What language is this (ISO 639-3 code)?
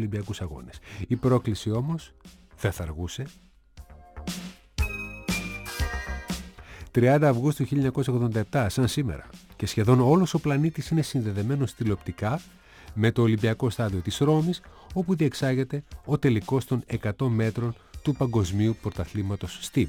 ell